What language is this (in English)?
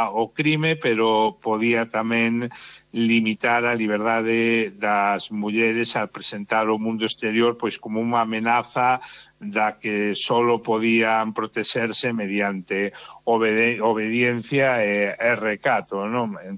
Galician